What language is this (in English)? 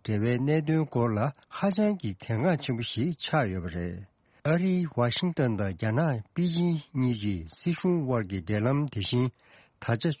Tibetan